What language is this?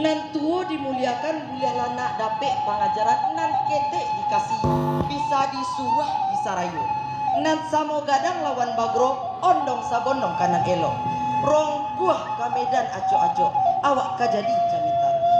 Minangkabau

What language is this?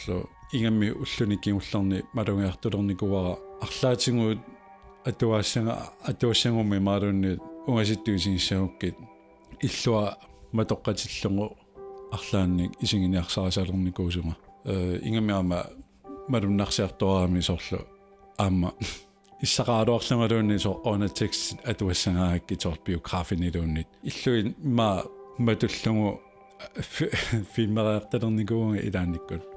Kalaallisut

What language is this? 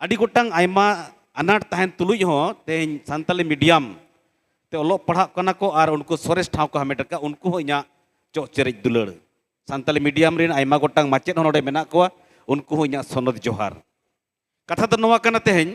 Santali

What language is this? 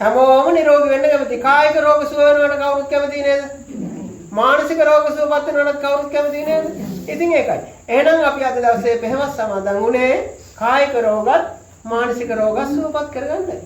Sinhala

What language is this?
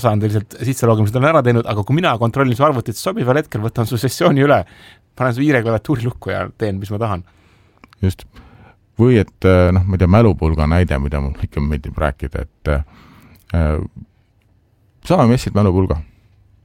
Estonian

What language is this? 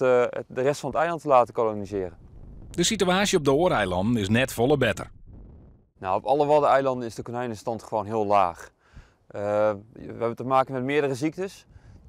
Western Frisian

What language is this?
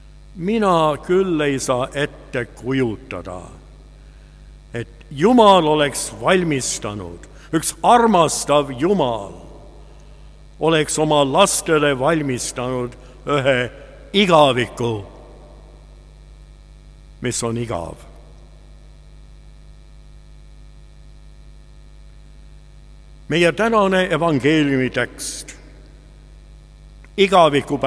Estonian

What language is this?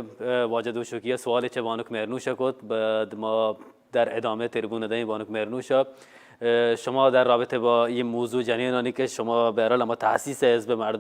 Baluchi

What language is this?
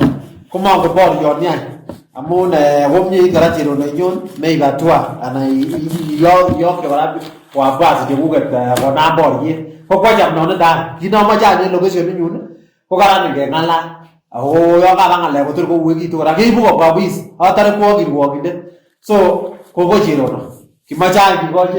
Kalenjin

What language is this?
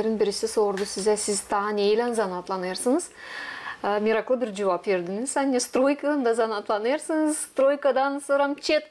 Gagauz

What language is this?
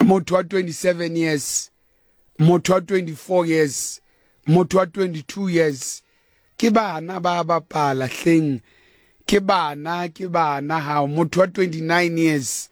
Southern Sotho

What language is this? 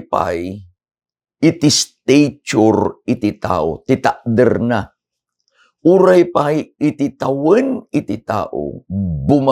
Iloko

